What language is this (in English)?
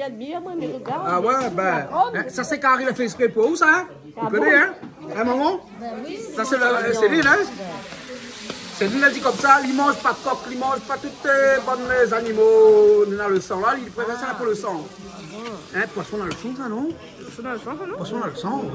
Réunion Creole French